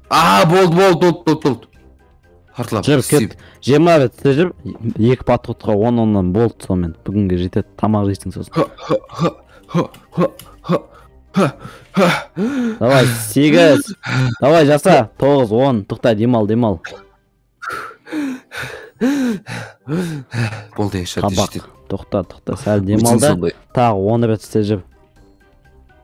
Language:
Kazakh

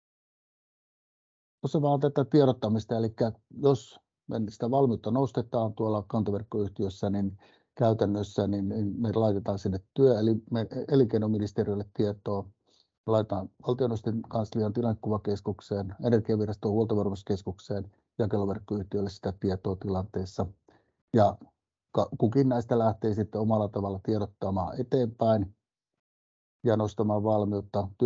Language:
Finnish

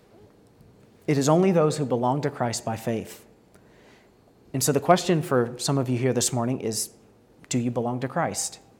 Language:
English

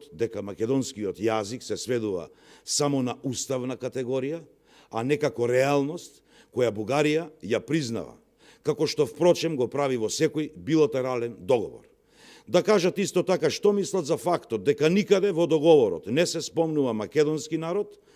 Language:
Macedonian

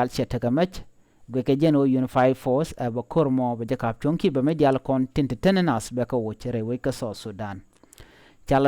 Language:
Nuer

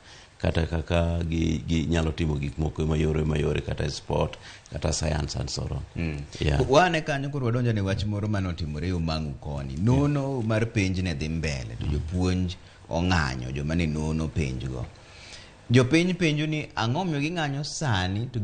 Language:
Luo (Kenya and Tanzania)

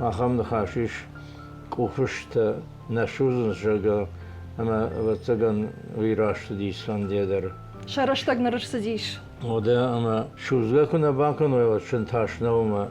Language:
Ossetic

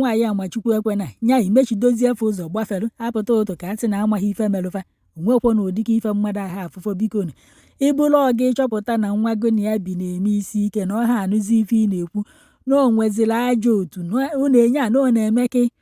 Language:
Igbo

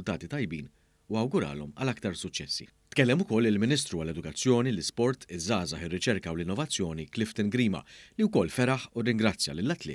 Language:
Maltese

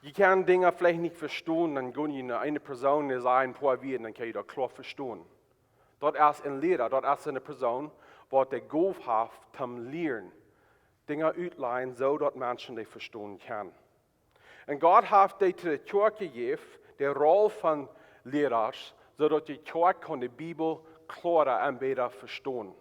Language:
Plautdietsch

